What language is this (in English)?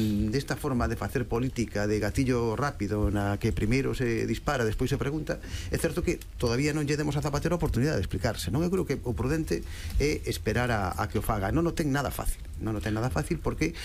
Galician